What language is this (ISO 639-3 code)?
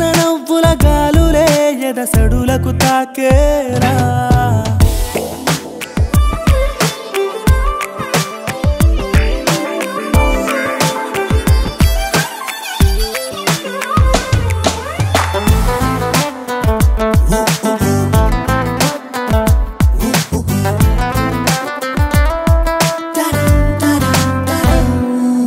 tel